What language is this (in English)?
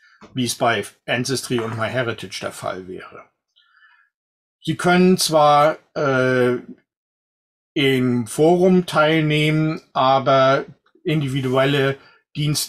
German